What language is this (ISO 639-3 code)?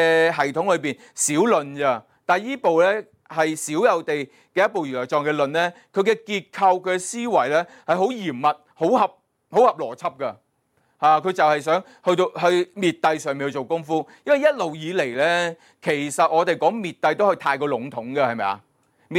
yue